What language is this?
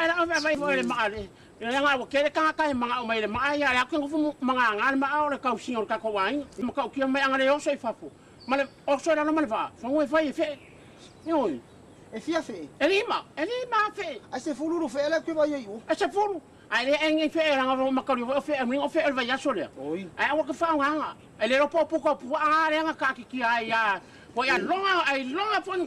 Samoan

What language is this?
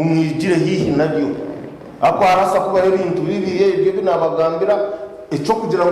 Nyankole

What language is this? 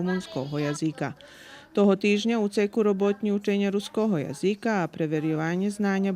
Rusyn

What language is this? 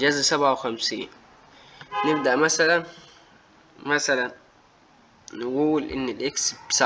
Egyptian Arabic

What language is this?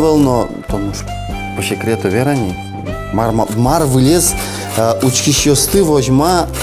Udmurt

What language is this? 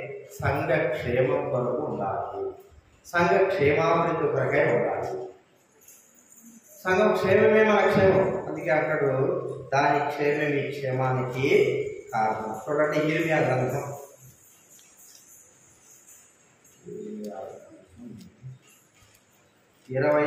Telugu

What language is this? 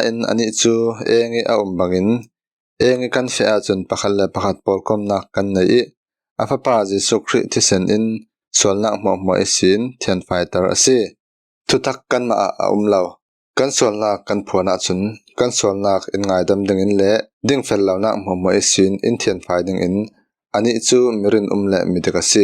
Falam Chin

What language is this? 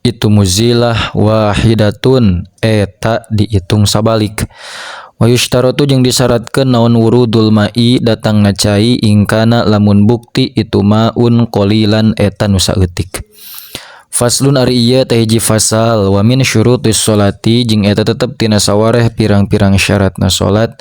Sundanese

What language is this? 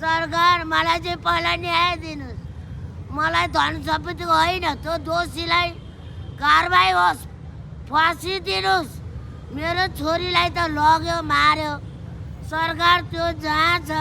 Nepali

